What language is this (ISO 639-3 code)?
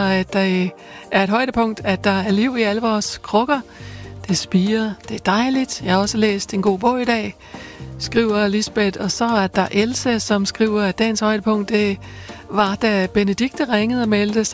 dan